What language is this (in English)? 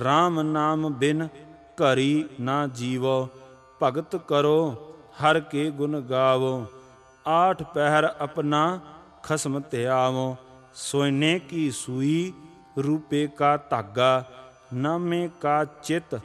Punjabi